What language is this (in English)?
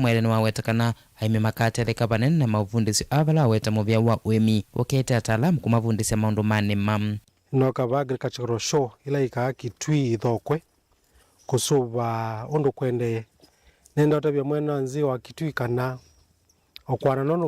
Kamba